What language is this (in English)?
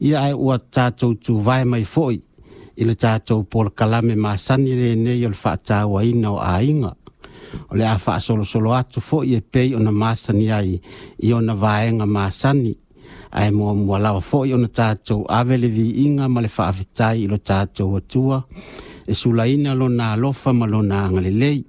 Samoan